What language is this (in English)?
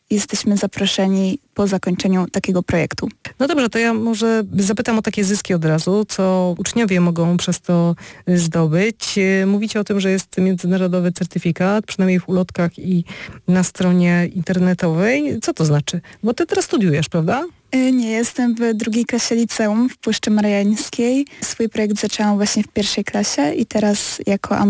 Polish